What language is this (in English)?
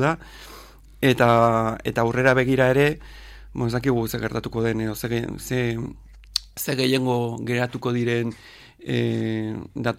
Basque